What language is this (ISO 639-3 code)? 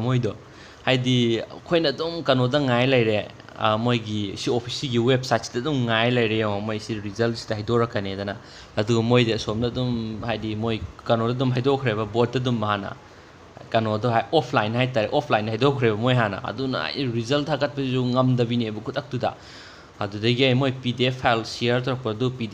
mni